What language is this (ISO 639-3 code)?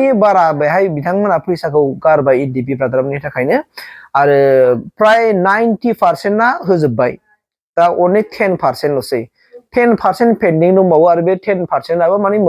brx